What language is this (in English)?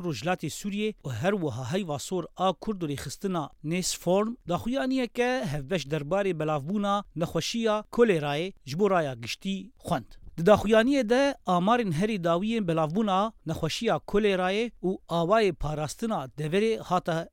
Kurdish